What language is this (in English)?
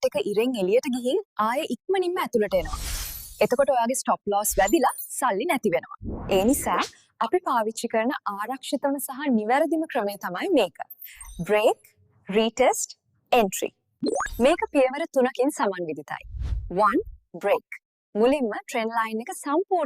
Sinhala